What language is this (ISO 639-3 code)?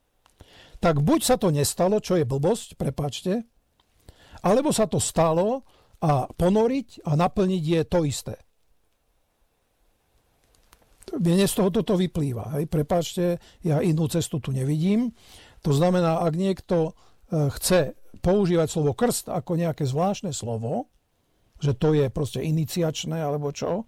slk